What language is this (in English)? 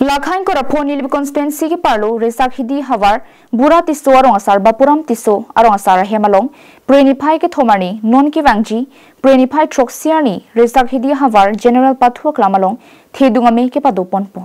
Karbi